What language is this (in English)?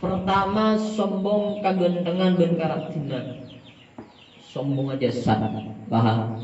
Madurese